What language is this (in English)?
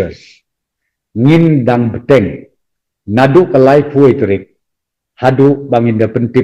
Khasi